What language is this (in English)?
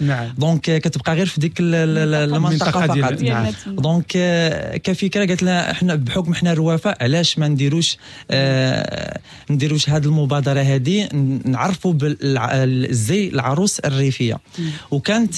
Moroccan Arabic